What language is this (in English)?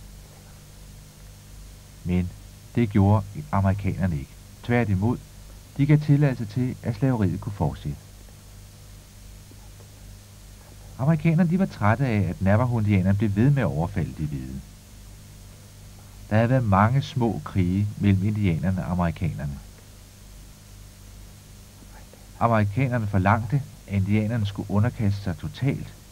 Danish